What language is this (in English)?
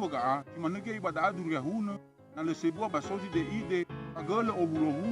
Nias